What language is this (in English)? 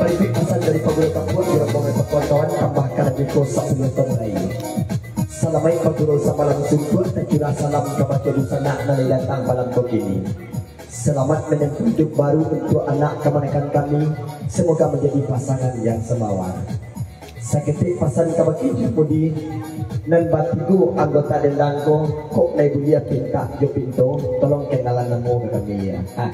Minangkabau